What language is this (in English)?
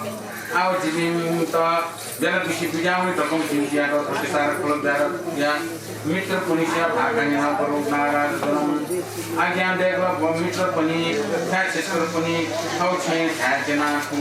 Newari